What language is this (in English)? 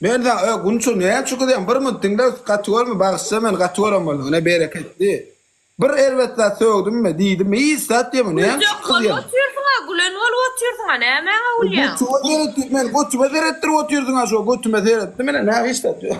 Turkmen